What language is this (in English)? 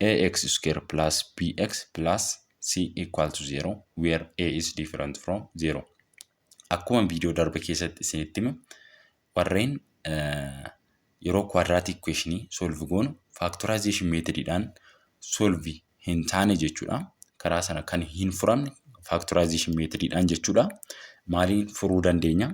Oromo